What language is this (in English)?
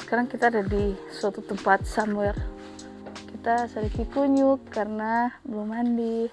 Manado Malay